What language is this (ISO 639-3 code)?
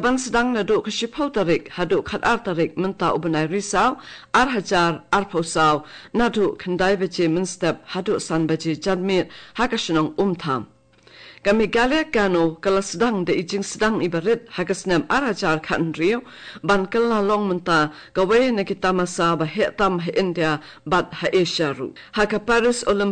kha